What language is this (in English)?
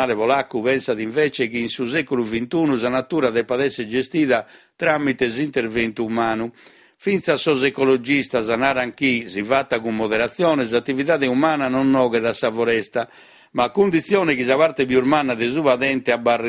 Sardinian